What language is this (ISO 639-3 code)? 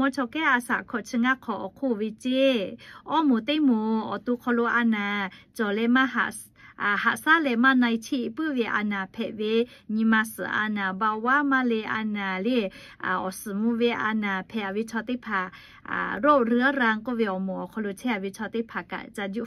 lhu